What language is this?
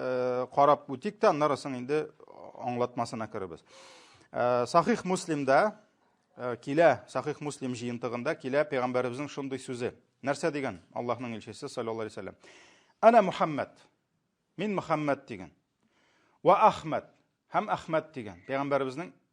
Tatar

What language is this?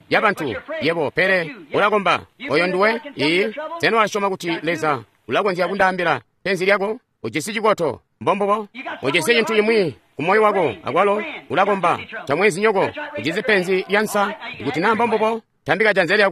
Tonga (Zambia)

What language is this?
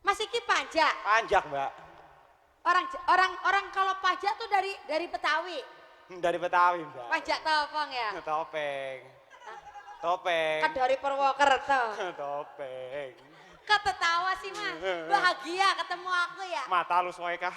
Betawi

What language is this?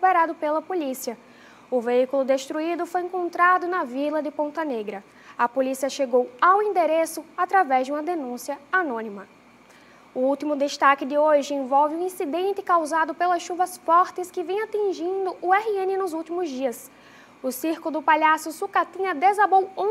Portuguese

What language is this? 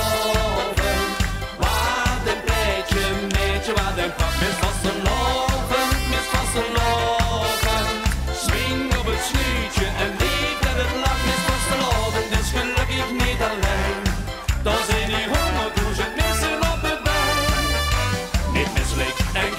Limburgish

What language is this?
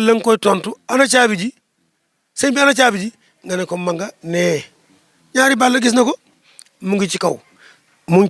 Wolof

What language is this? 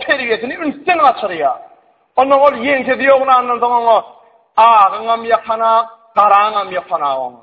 Turkmen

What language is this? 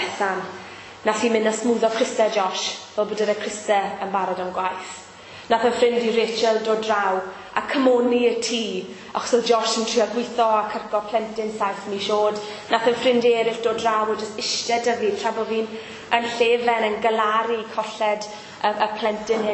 Welsh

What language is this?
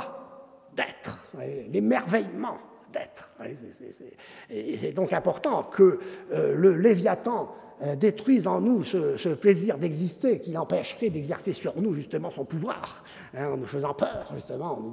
French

